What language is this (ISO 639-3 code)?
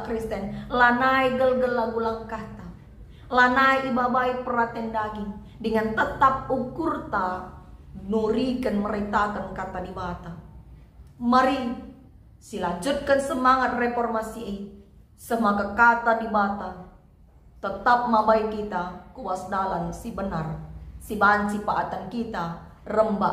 btx